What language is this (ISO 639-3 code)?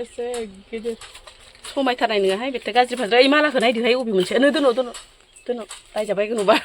brx